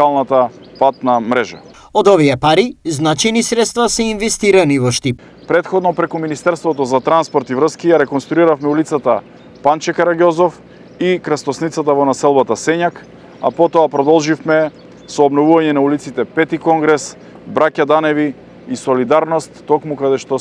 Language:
Macedonian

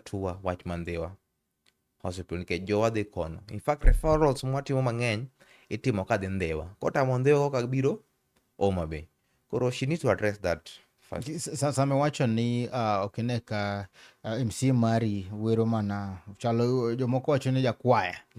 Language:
Luo (Kenya and Tanzania)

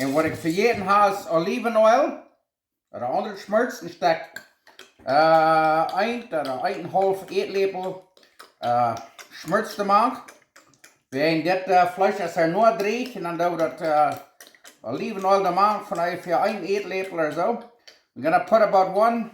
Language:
Plautdietsch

